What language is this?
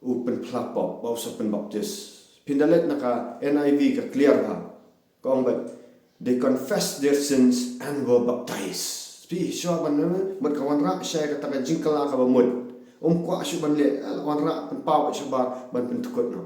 Khasi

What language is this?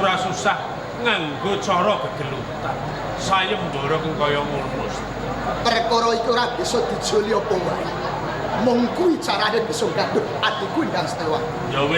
Javanese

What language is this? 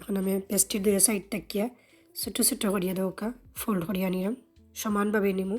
Sylheti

